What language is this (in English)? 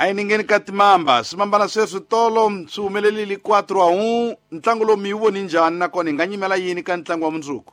Tsonga